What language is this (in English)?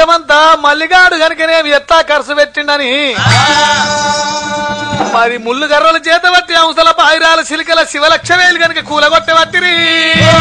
Telugu